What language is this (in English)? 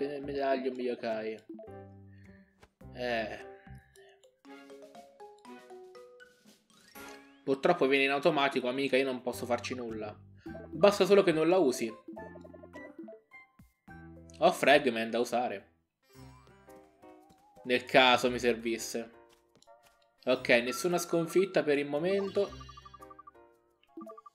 Italian